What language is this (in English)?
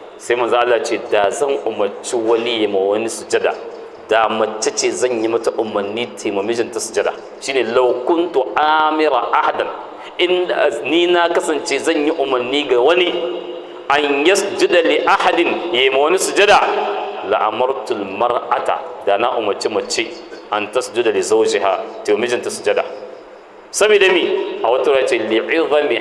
Hausa